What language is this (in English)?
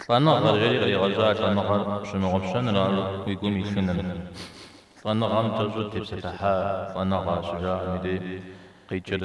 Kabardian